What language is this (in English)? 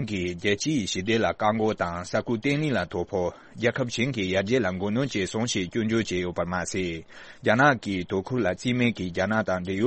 Tibetan